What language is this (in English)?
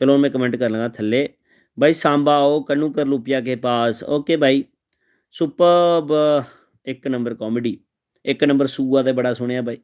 Dogri